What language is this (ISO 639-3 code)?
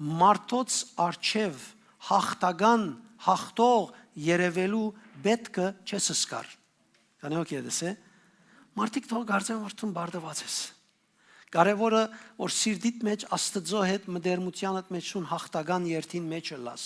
hyw